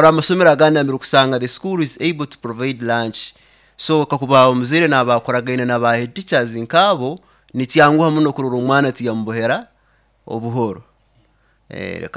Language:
Nyoro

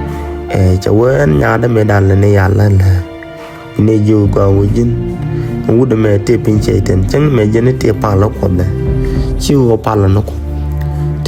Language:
Nuer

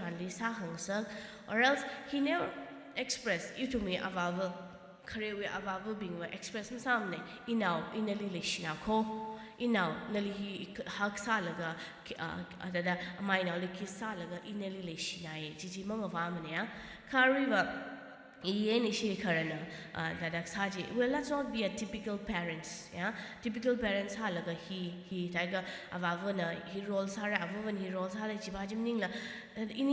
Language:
Tangkhul Naga (India)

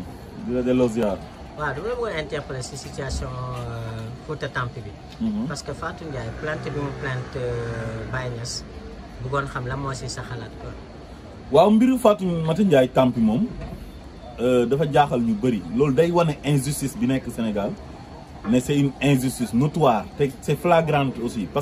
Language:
Wolof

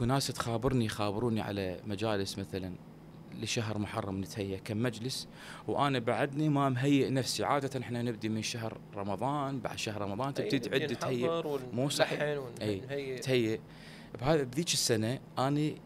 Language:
Mesopotamian Arabic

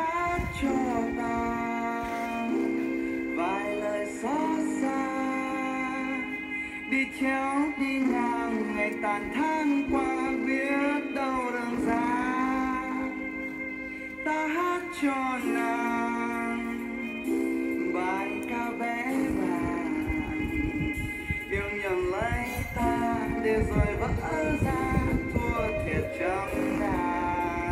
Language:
Vietnamese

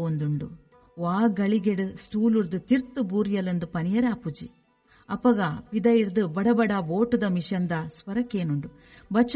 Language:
Tulu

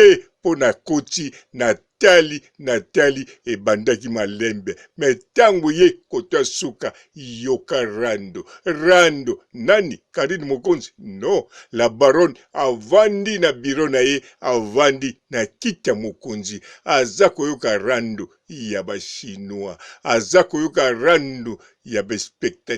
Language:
Lingala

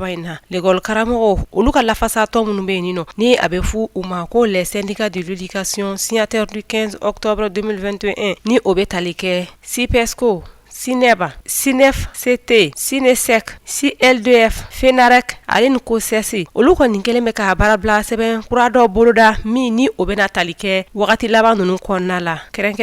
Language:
Bambara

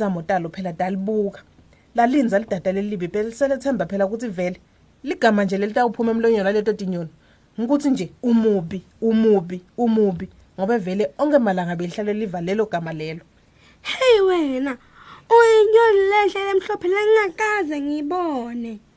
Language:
Swati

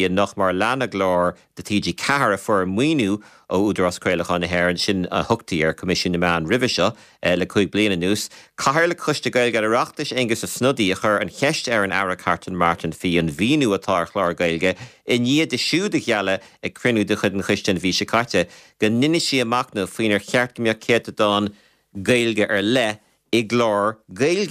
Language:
Irish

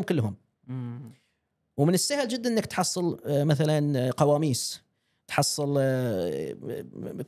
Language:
Gulf Arabic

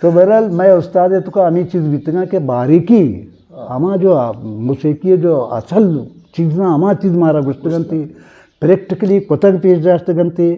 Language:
Eastern Balochi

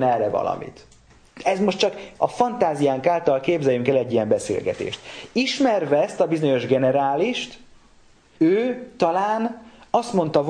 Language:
Hungarian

